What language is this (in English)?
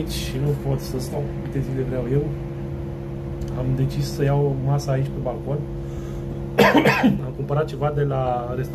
Romanian